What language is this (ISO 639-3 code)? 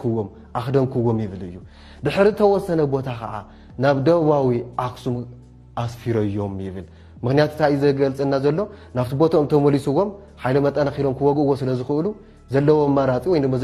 tir